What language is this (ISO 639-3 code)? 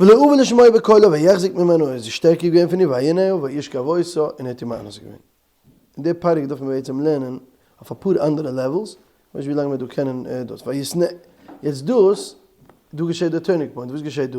yid